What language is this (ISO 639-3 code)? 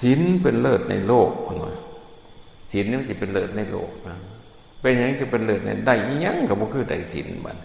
tts